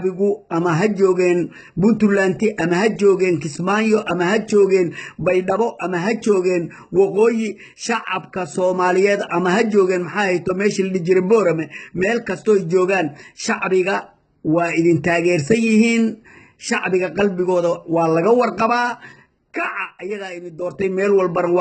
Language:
Somali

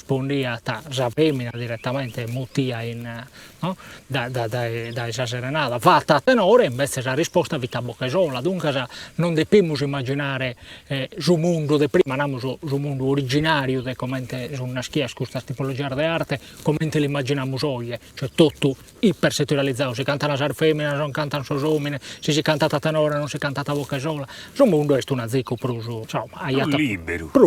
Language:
Sardinian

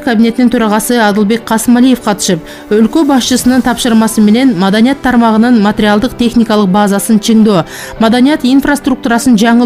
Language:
Kyrgyz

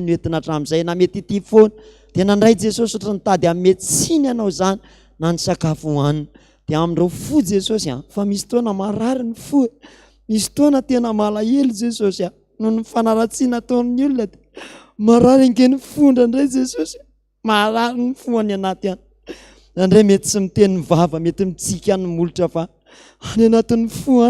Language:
Malagasy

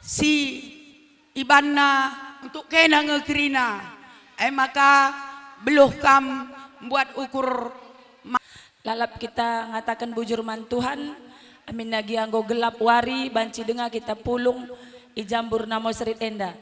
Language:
Batak Karo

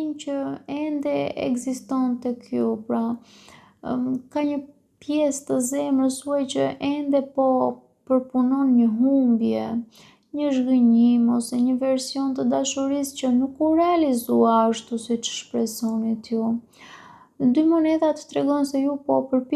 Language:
Albanian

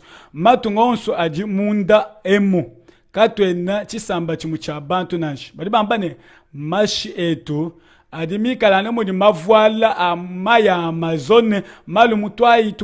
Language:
Luba-Lulua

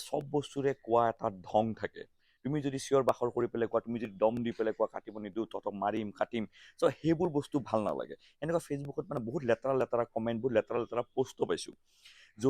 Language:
Assamese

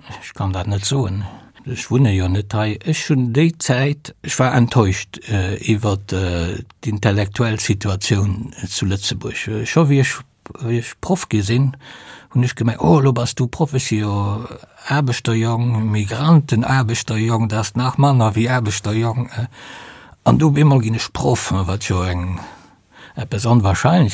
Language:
Luxembourgish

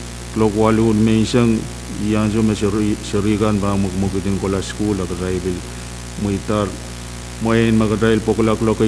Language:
Pohnpeian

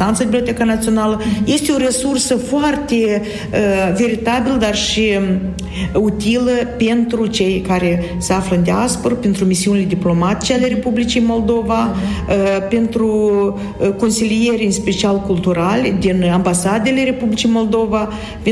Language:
Romanian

